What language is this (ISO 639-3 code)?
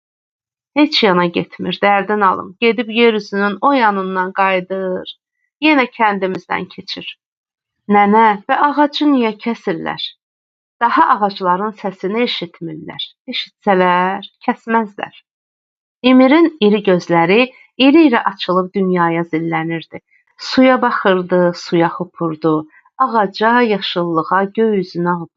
aze